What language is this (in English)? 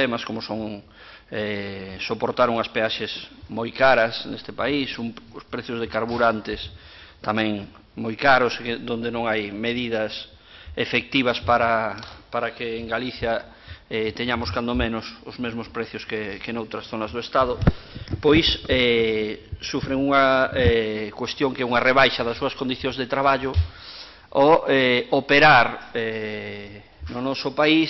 Galician